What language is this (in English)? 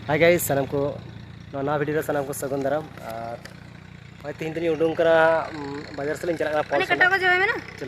Santali